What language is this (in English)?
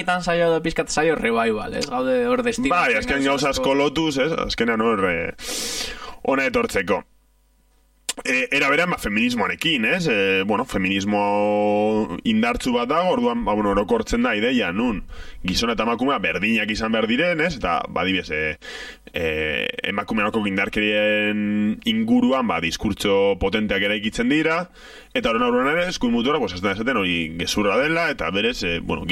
Basque